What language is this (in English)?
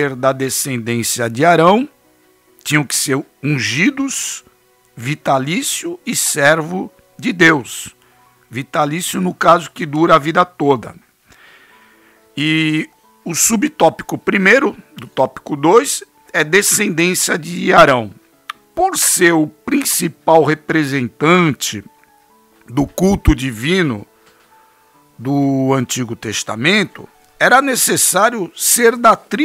Portuguese